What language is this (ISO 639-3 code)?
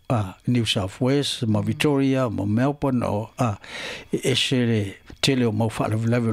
smo